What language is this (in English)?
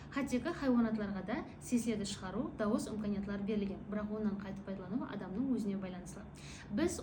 Kara-Kalpak